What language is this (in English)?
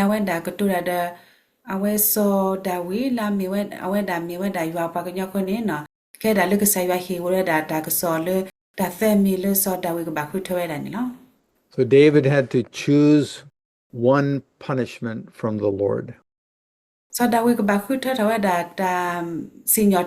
S'gaw Karen